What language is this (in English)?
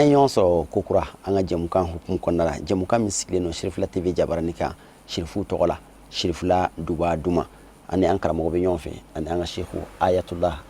Bambara